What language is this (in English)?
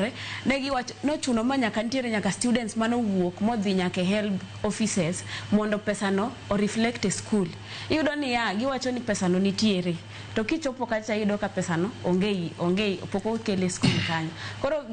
Luo (Kenya and Tanzania)